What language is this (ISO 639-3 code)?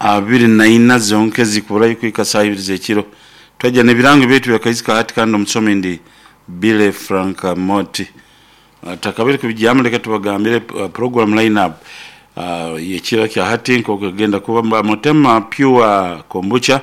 nyo